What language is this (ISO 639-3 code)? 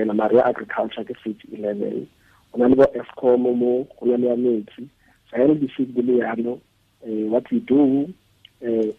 tsn